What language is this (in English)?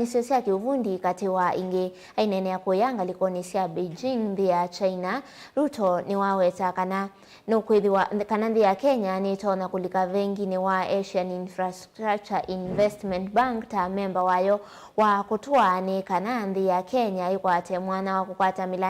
Kamba